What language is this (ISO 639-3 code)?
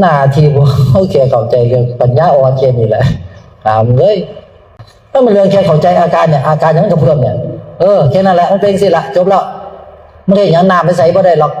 tts